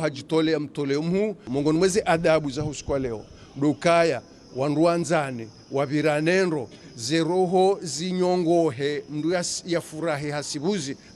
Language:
Ngazidja Comorian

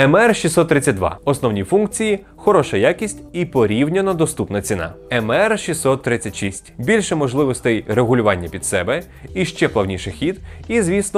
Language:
Ukrainian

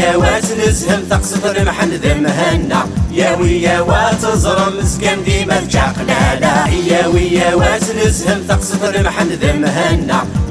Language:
Kabyle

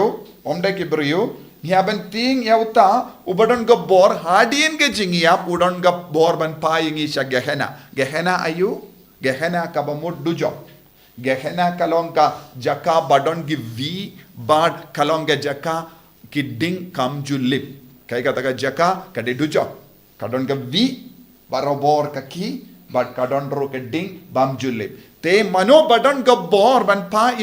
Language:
Khasi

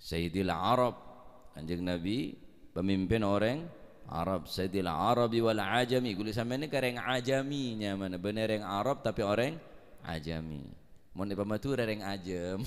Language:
Madurese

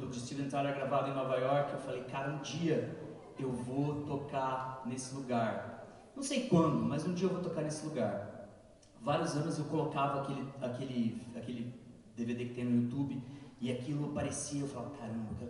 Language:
Portuguese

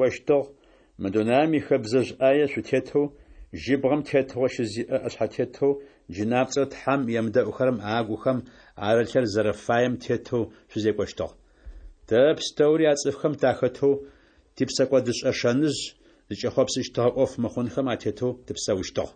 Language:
Adyghe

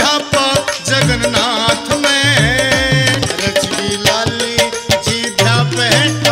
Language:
Haryanvi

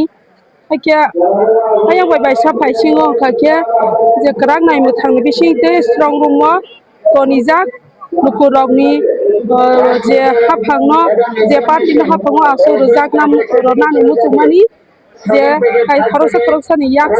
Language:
Kok Borok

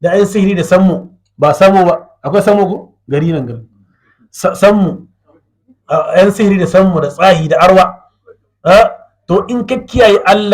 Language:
Hausa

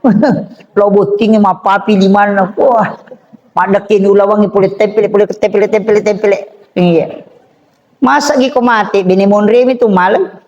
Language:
Buginese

